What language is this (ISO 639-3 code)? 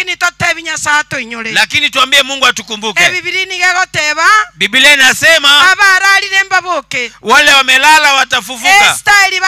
guz